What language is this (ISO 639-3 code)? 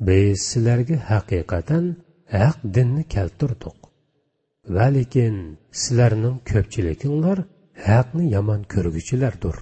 uig